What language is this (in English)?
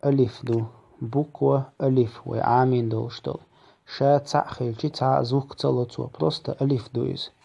Chechen